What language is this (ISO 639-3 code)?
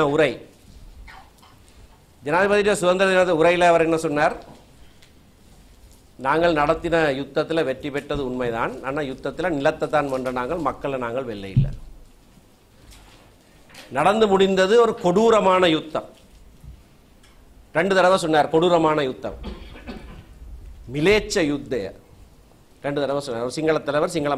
tam